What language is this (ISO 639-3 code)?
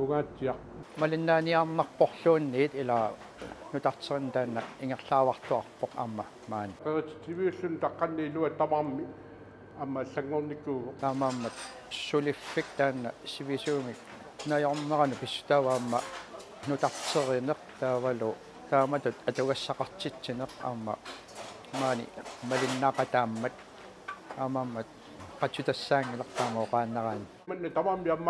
kal